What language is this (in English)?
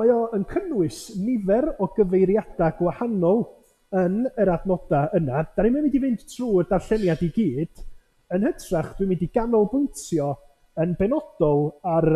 Welsh